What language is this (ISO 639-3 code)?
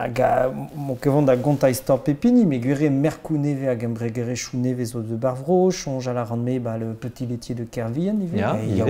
bre